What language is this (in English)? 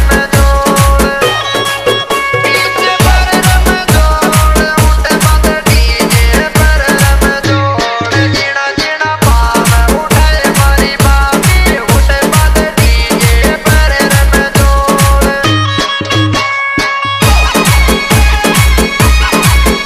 Rajasthani